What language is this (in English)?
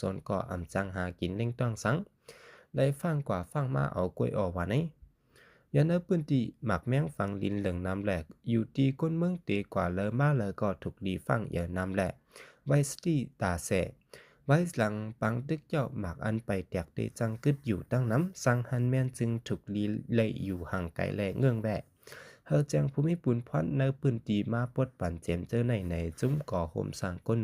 Shan